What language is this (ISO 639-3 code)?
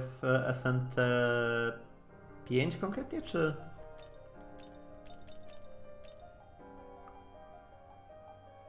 pol